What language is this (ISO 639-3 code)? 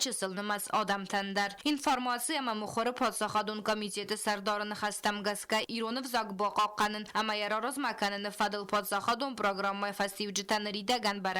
oss